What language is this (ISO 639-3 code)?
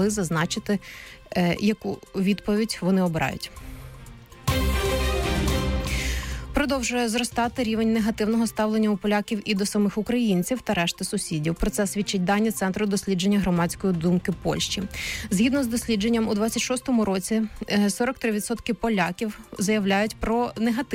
ukr